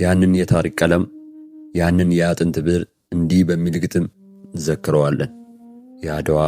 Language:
Amharic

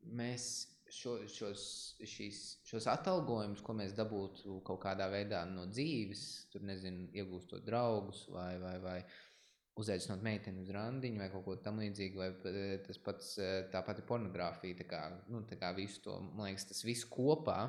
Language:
Latvian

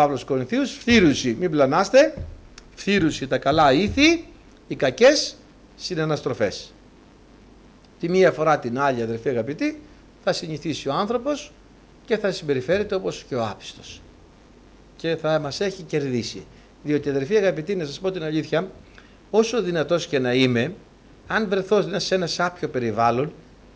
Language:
Greek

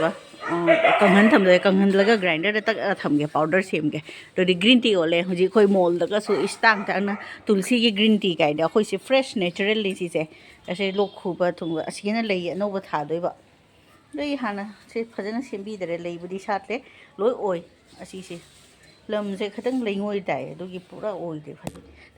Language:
Manipuri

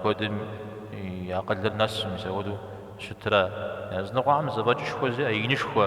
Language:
Kabardian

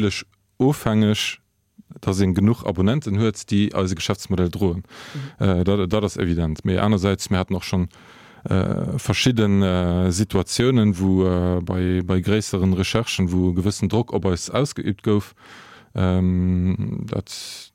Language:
Luxembourgish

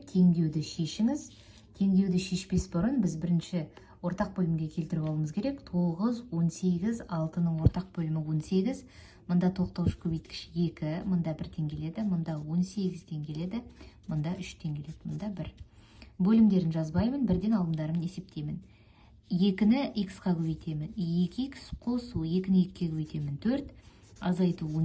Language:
Kazakh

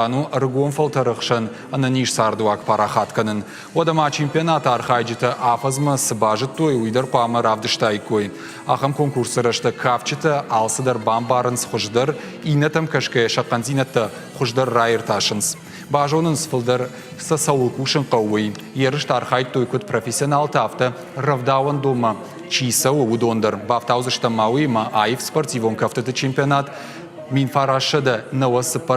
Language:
Ossetic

